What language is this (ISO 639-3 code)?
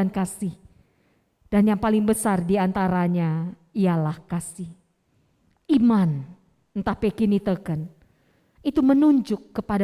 btx